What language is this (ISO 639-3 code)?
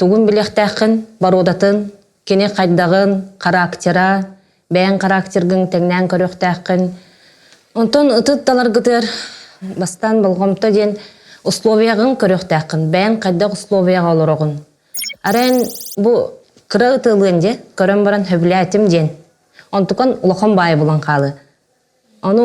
sah